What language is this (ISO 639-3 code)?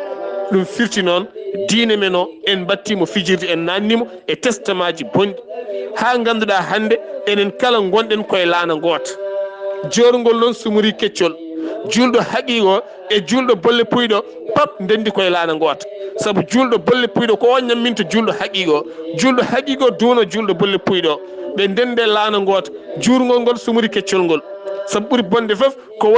ful